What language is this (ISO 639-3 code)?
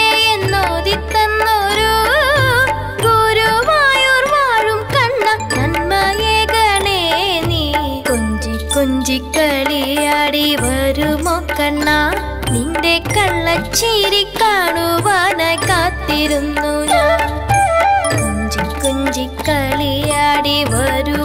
mal